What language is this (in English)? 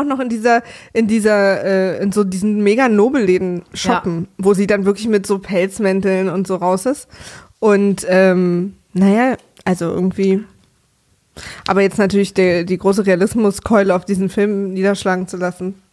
German